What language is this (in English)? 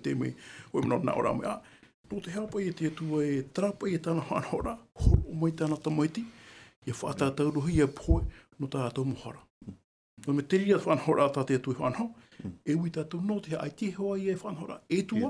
Tahitian